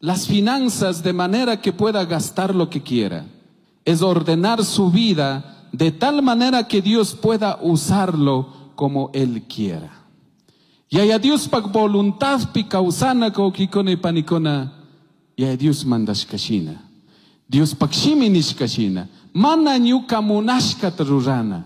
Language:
Chimborazo Highland Quichua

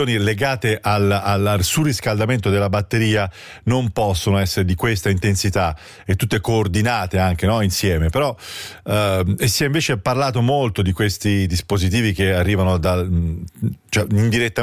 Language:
Italian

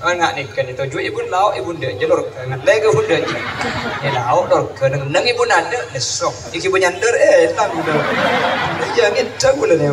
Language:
Madurese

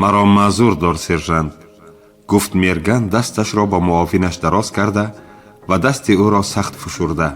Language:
Tajik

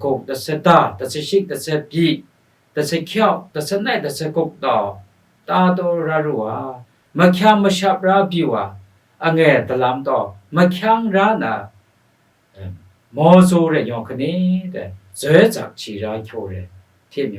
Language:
Kachin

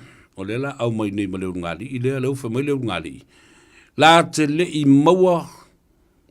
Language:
Samoan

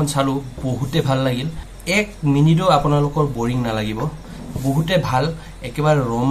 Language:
Assamese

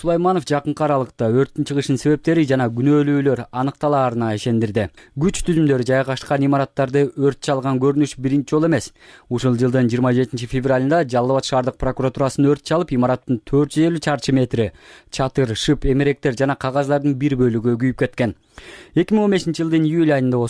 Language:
Kyrgyz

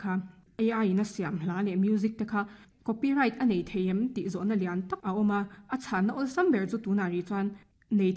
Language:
Mizo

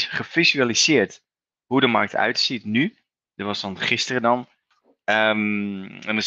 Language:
Dutch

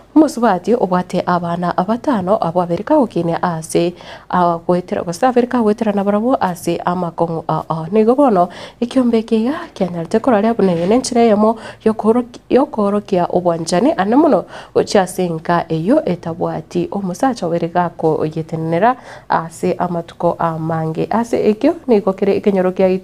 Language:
Gusii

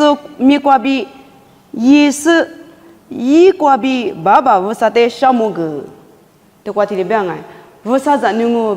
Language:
Lisu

